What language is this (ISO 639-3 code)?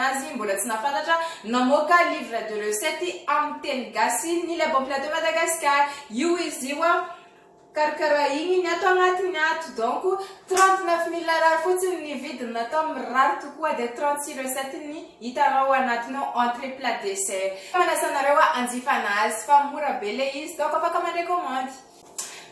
mlg